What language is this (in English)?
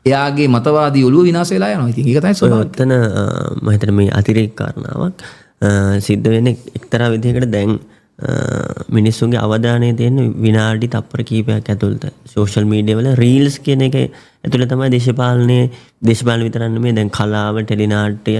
Sinhala